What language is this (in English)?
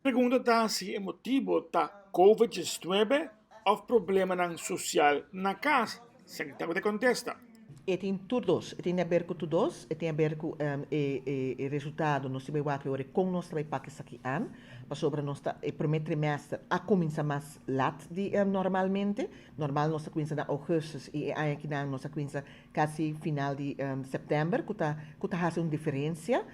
Papiamento